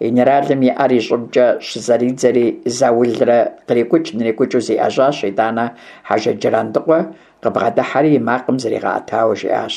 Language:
Kabardian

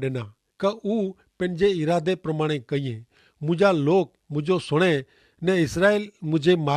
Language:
Kachhi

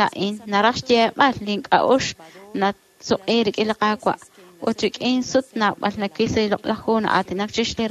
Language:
Kekchí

